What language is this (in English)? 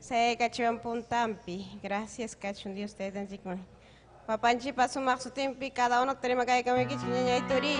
Ayacucho Quechua